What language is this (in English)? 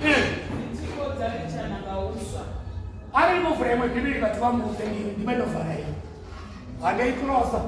Venda